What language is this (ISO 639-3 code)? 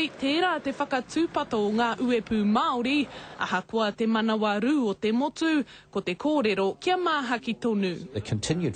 mri